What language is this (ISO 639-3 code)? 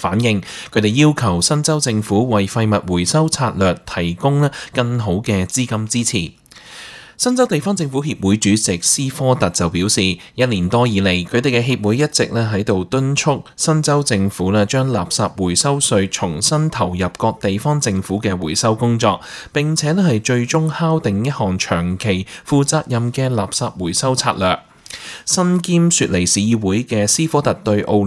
yue